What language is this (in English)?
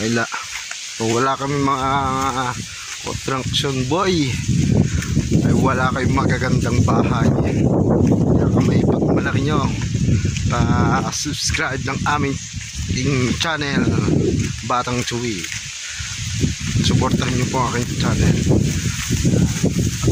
Filipino